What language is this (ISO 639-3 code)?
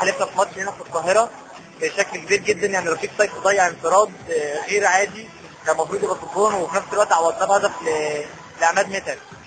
arz